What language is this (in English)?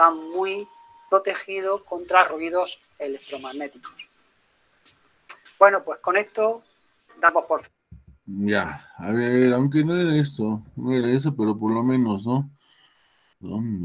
Spanish